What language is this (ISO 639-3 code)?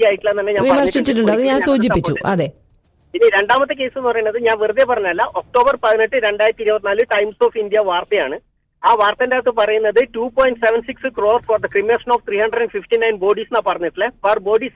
mal